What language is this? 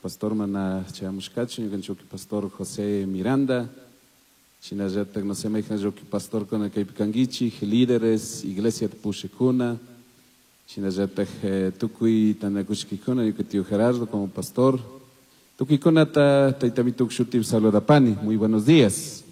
Chimborazo Highland Quichua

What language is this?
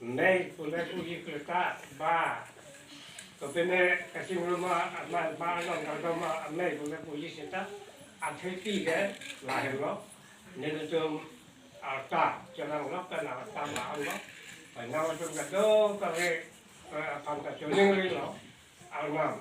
Karbi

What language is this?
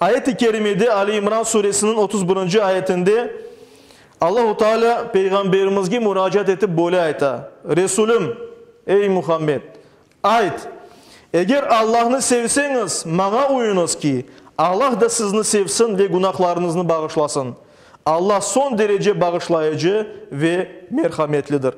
Crimean Tatar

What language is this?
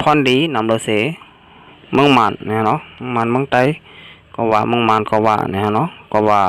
Shan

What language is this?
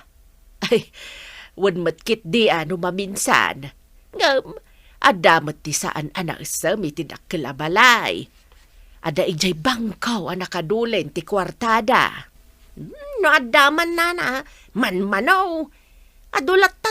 Iloko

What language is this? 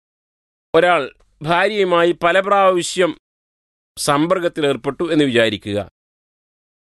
Malayalam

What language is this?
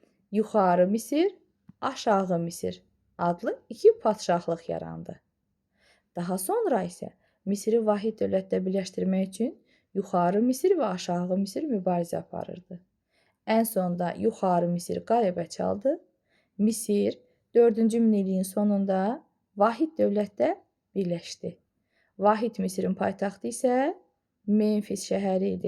Azerbaijani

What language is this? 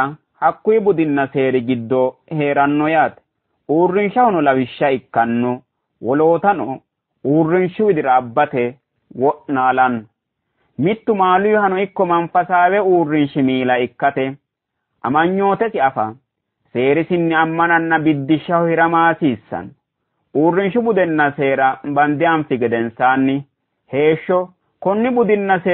Sidamo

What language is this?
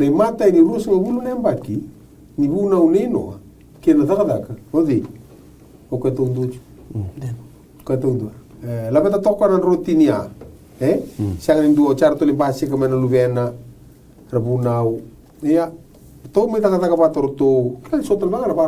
Fijian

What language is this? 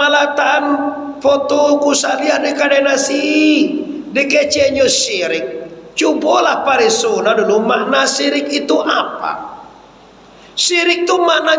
Minangkabau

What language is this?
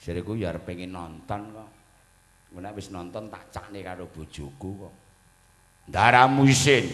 Javanese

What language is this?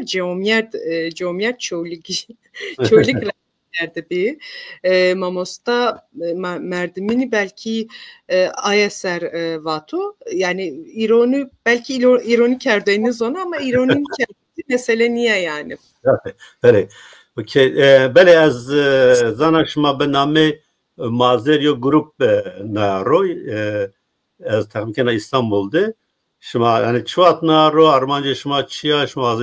Zaza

